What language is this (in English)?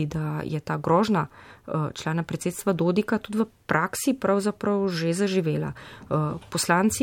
Slovenian